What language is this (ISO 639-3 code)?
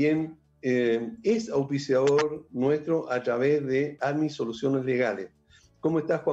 spa